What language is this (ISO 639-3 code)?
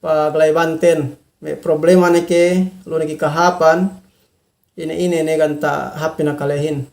yka